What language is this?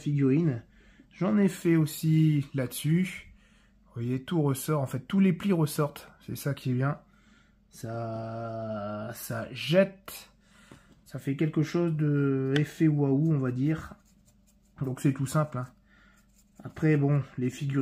French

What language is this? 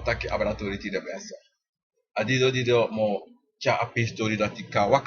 Sranan Tongo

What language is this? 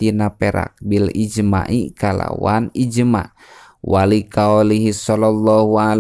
Sundanese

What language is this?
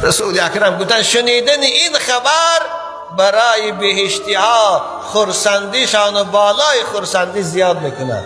Tajik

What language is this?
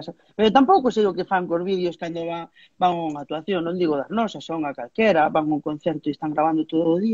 Galician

